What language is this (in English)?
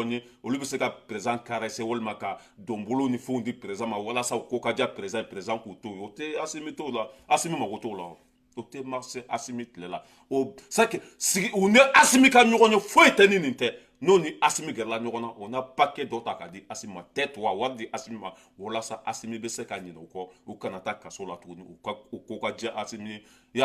Bambara